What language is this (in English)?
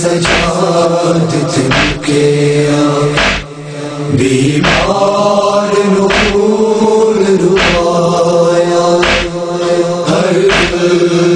Urdu